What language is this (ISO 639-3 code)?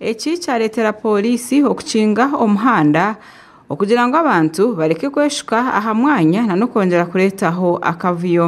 nyn